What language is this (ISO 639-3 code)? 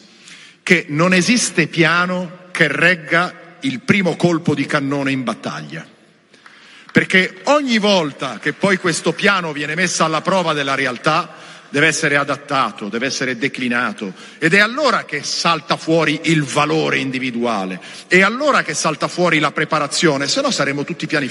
ita